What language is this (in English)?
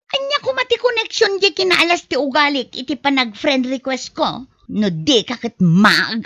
Iloko